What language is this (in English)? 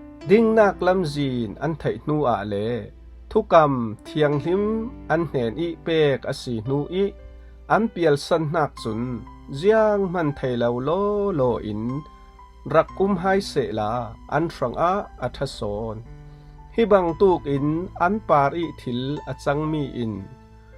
Falam Chin